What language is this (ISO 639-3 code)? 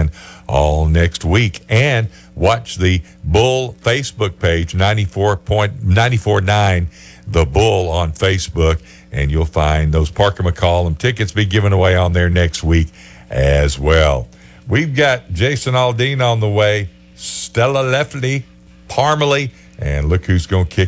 eng